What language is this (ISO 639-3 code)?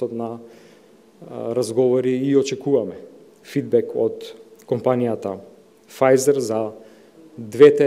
mkd